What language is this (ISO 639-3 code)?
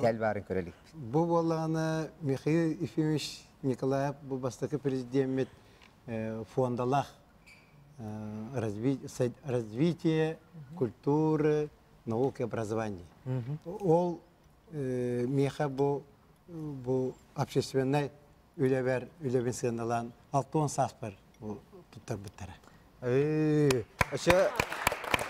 sah